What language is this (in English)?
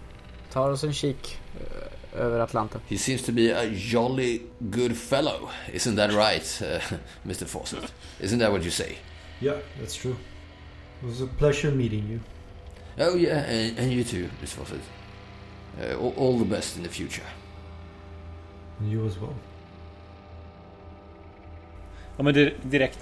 Swedish